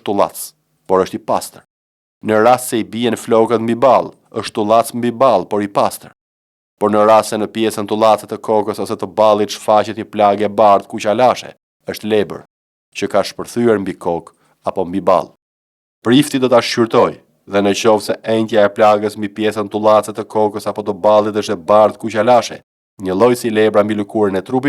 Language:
Albanian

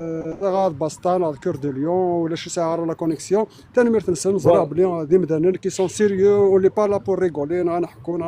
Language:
Kabyle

